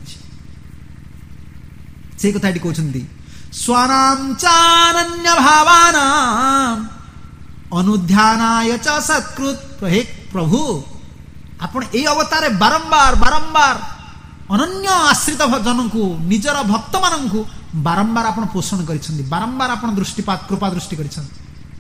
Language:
Odia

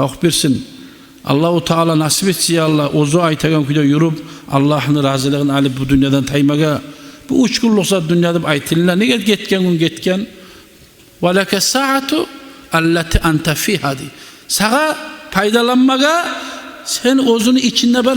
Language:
Kumyk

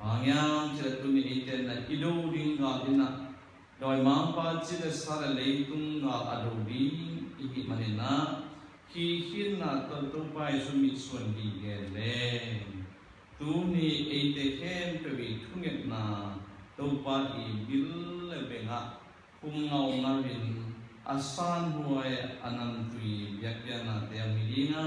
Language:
Tedim Chin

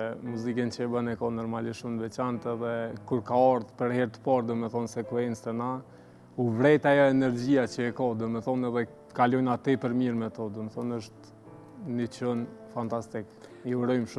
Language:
Albanian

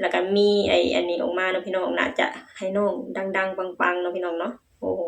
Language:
Lao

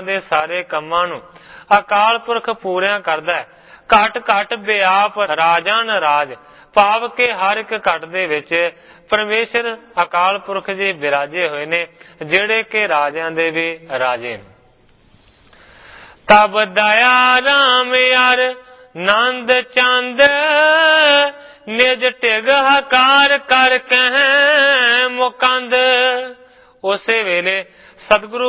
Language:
Punjabi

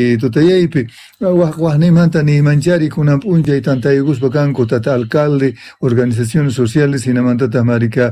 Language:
Quechua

